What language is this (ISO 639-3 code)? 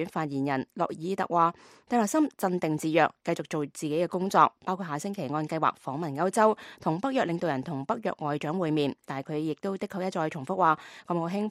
yue